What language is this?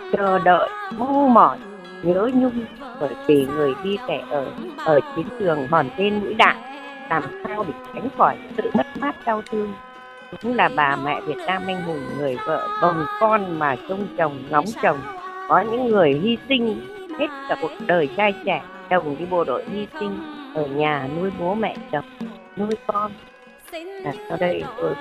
Vietnamese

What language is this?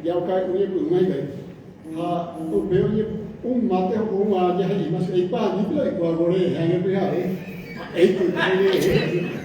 Guarani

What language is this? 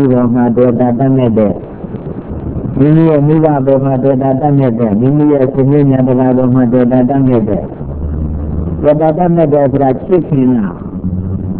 Burmese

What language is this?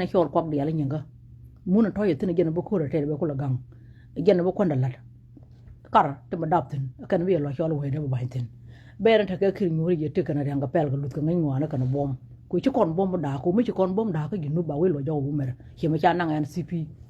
Nuer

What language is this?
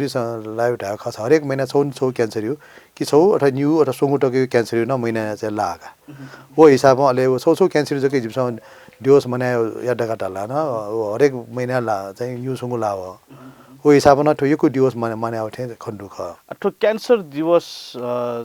Newari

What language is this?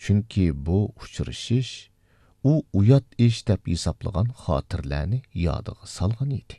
Uyghur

